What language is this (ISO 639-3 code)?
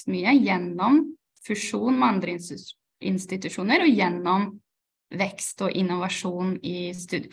nor